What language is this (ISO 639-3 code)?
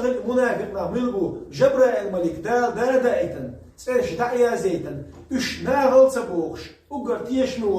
che